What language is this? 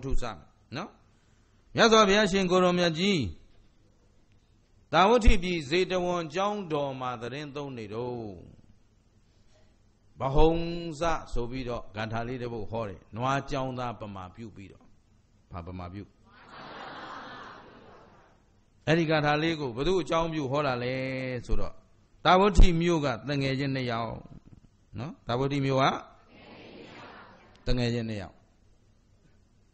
Burmese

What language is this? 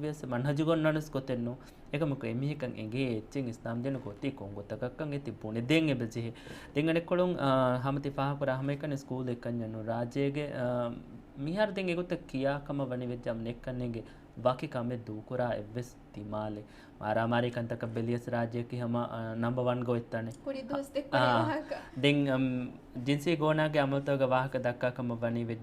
Divehi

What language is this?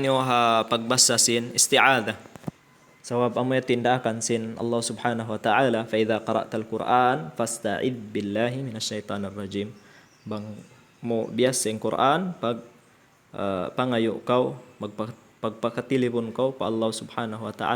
Tausug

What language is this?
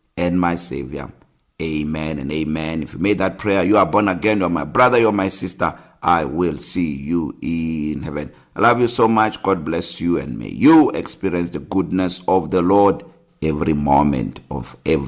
English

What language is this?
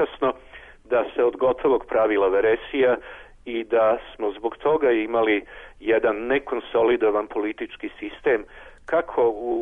Serbian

